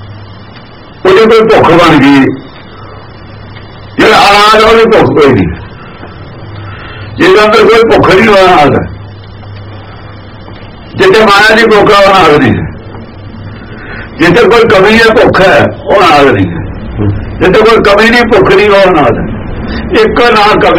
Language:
Punjabi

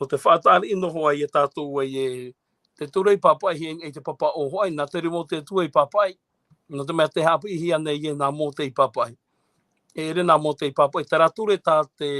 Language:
Tahitian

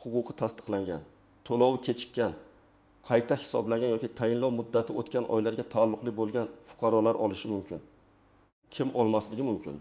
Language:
Uzbek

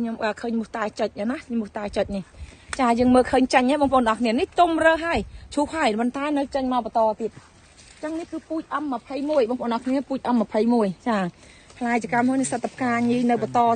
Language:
Khmer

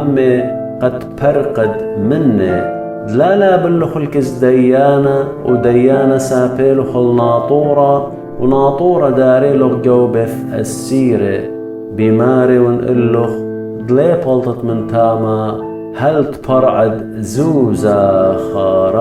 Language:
Assyrian Neo-Aramaic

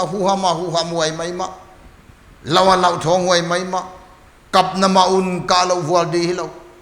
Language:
Paite Chin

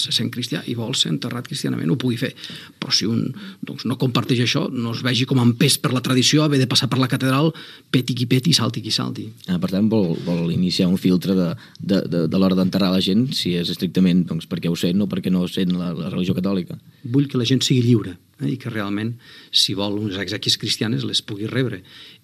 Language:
Catalan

